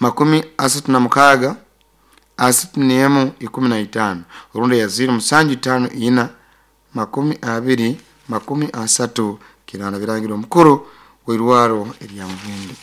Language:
Nyoro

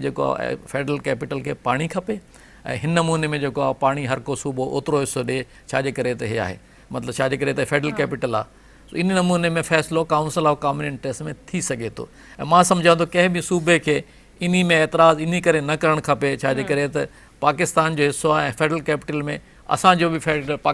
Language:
Sindhi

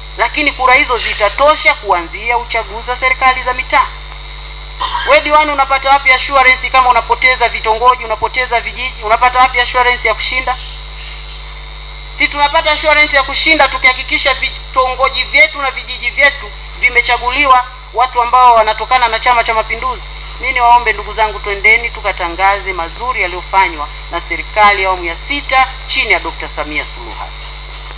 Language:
Swahili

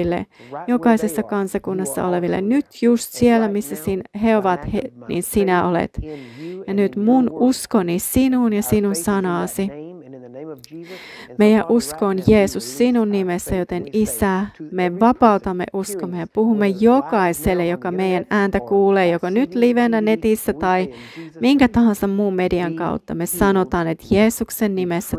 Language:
Finnish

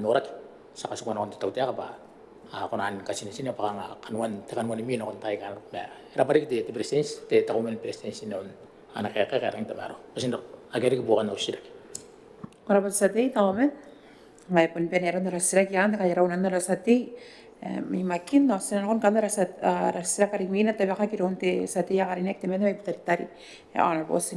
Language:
Gilbertese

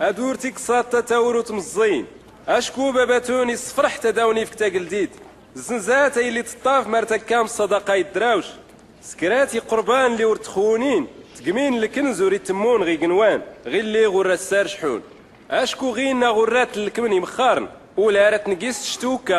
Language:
Tachelhit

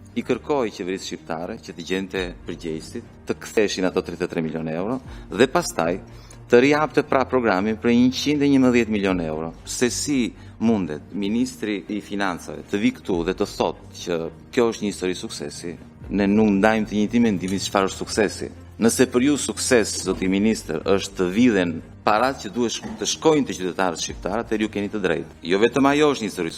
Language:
Albanian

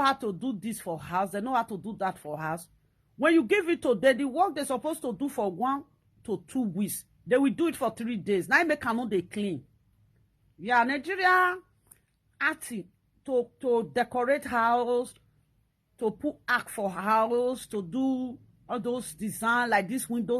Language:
Nigerian Pidgin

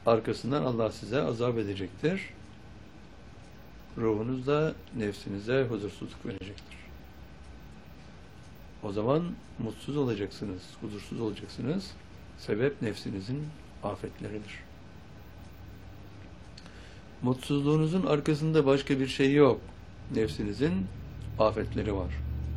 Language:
Turkish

